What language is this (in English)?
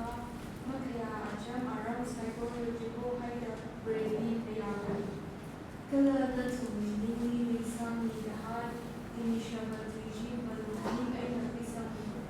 Tangkhul Naga (India)